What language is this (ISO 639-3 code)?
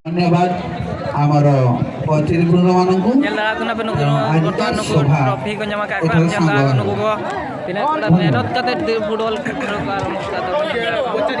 sat